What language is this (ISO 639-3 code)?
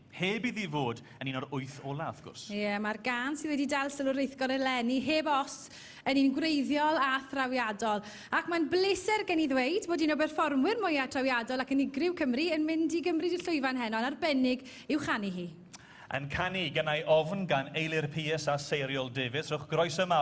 cym